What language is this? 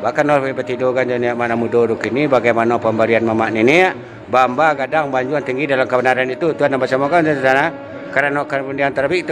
Minangkabau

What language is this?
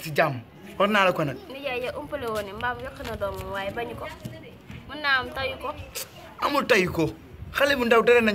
Wolof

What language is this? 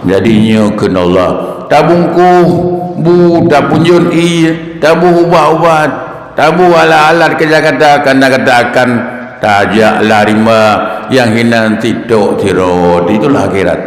Achinese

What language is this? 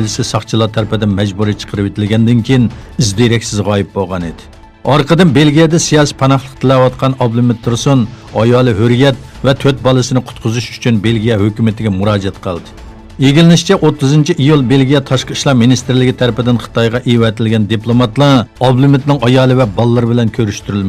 Uyghur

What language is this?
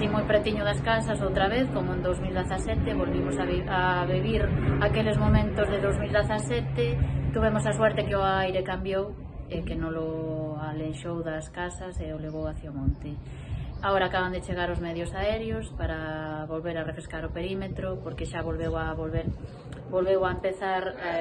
Galician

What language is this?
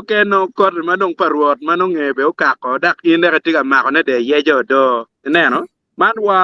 Acoli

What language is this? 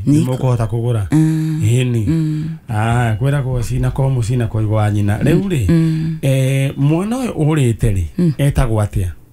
Kikuyu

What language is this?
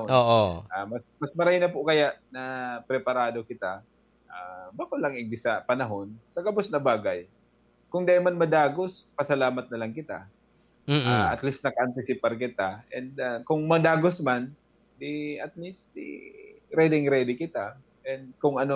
Bikol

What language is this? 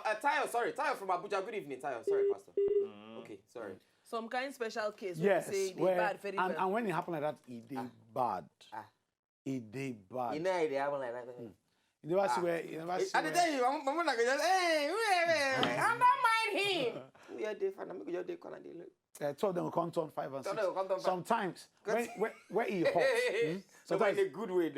Nigerian Pidgin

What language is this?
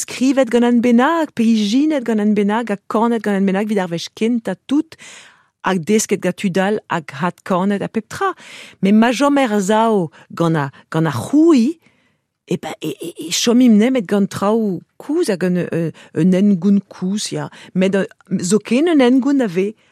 Breton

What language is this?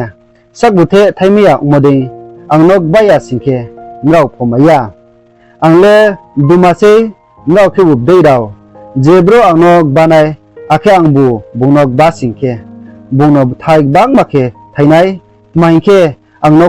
Riang (India)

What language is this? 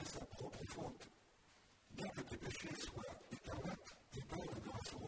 French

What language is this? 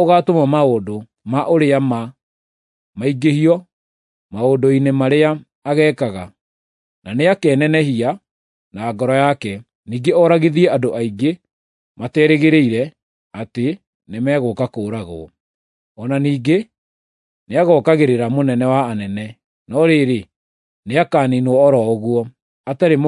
Kikuyu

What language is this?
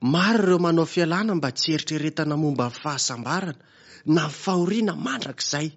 Malagasy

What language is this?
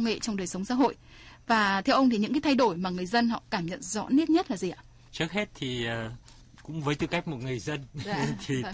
Vietnamese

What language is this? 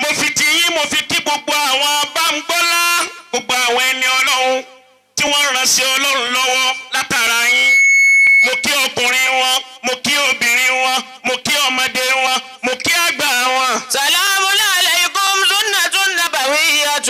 Yoruba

